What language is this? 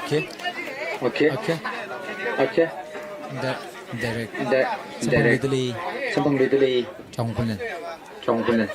Tangkhul Naga (India)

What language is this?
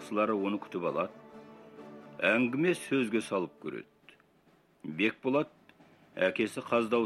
Kazakh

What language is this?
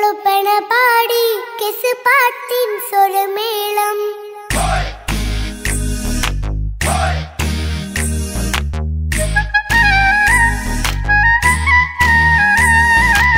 Malayalam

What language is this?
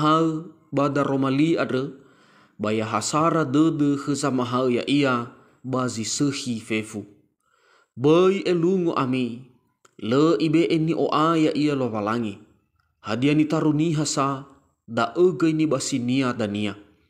Nias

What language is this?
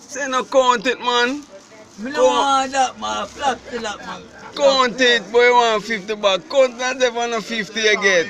Jamaican Creole English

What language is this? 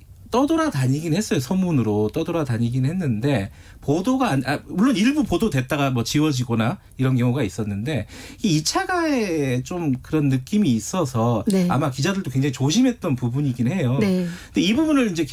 Korean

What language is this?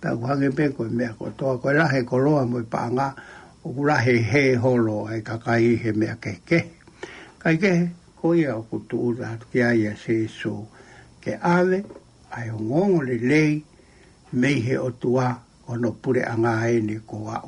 Tongan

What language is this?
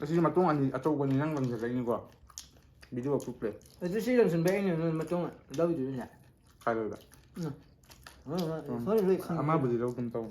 Manipuri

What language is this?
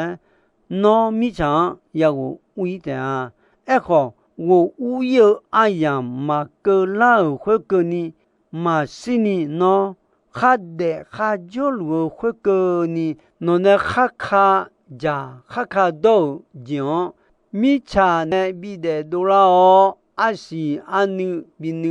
Akha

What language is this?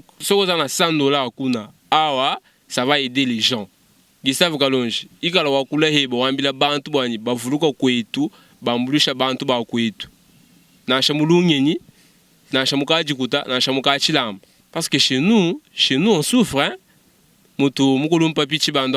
Luba-Lulua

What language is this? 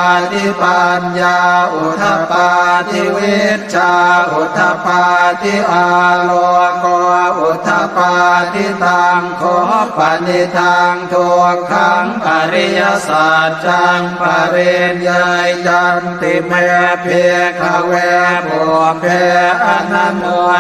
Pali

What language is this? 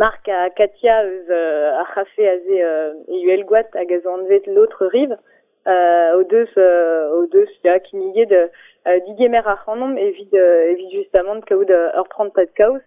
Breton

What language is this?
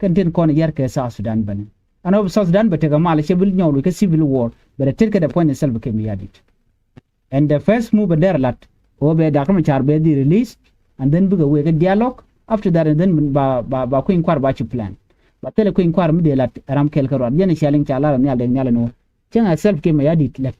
Nuer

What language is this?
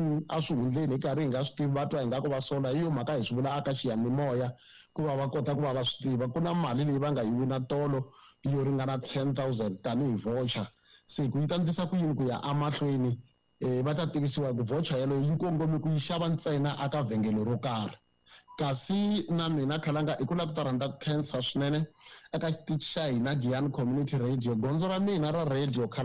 Tsonga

